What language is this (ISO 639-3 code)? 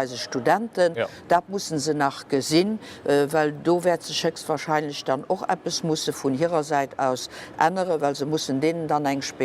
ltz